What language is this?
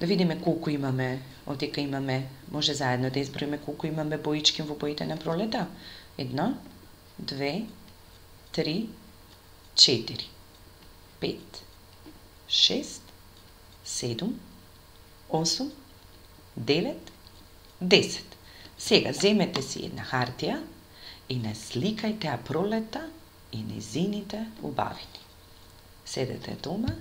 Macedonian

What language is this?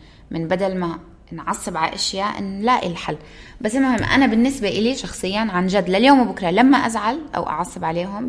North Levantine Arabic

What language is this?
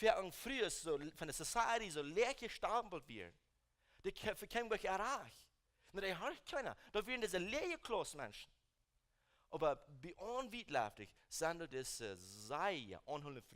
Plautdietsch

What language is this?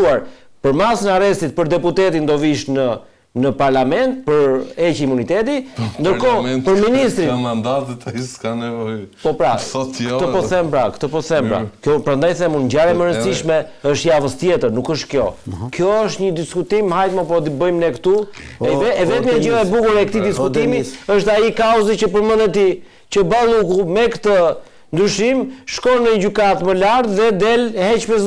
Albanian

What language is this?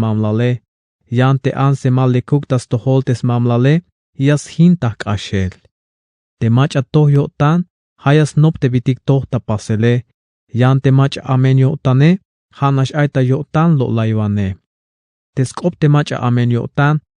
Tzeltal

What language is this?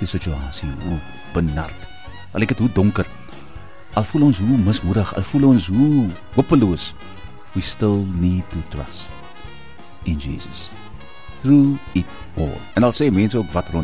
Afrikaans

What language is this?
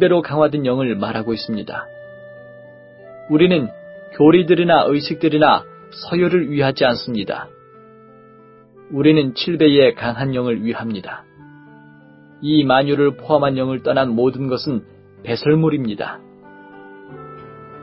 Korean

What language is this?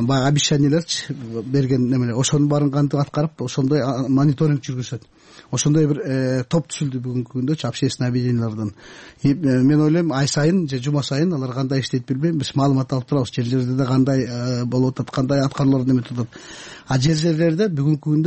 Kyrgyz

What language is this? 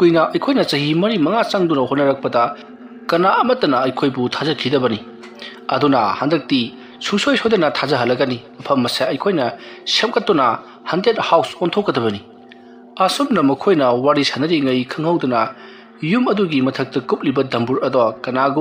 Manipuri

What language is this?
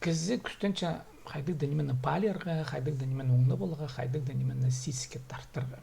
Khakas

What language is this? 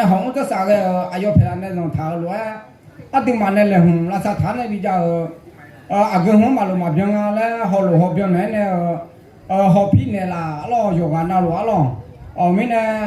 Akha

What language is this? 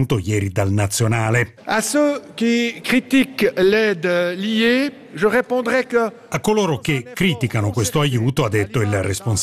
Italian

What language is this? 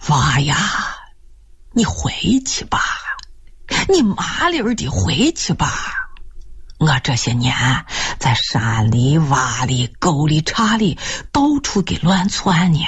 Chinese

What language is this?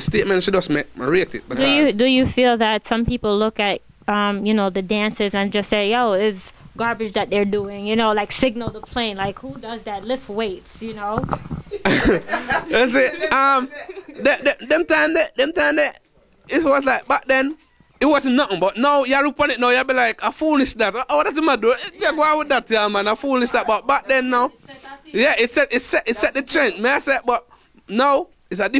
Jamaican Creole English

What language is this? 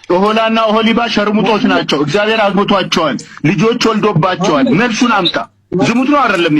Amharic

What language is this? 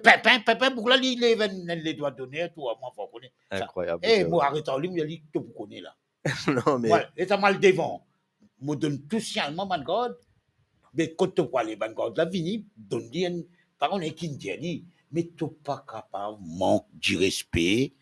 Morisyen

